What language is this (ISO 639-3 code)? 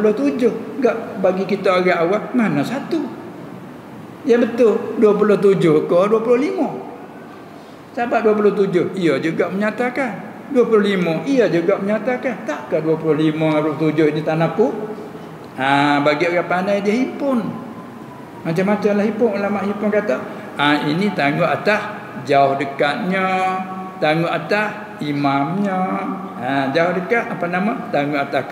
msa